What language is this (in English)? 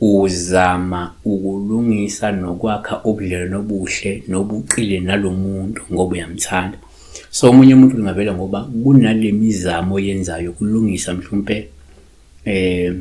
Zulu